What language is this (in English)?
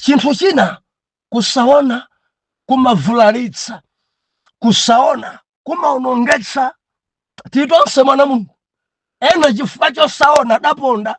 Nyanja